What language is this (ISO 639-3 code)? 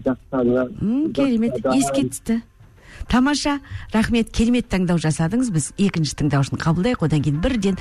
kaz